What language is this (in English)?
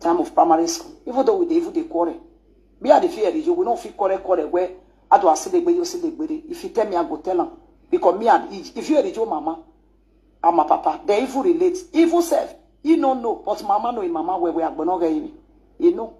Nigerian Pidgin